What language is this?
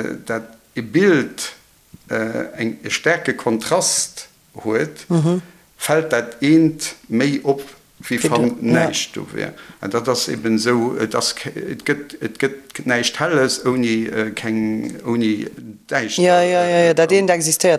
Luxembourgish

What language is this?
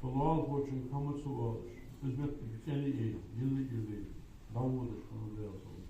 Ingush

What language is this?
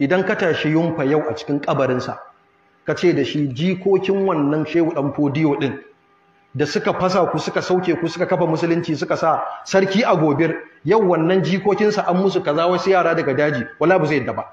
Hausa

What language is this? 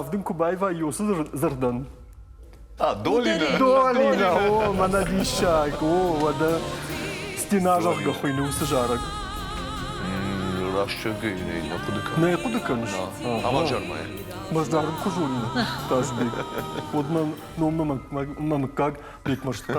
Ossetic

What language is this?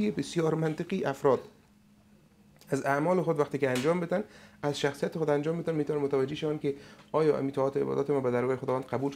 Persian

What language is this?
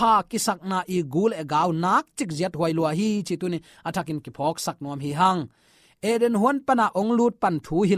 Tedim Chin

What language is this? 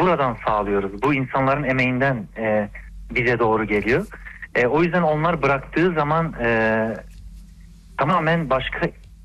Turkish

